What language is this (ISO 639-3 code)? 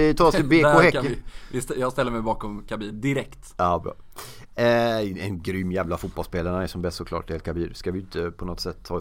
swe